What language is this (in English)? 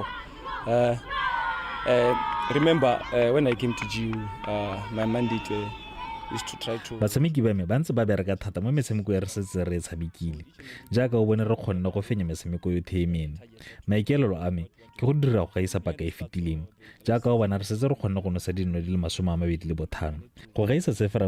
Tswana